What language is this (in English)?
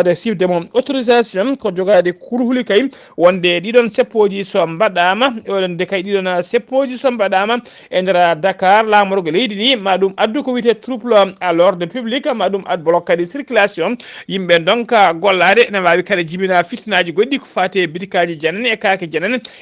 Fula